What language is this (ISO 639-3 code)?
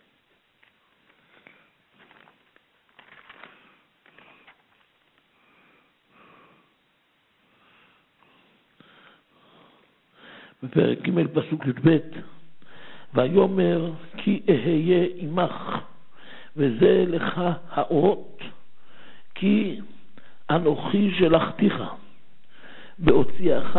heb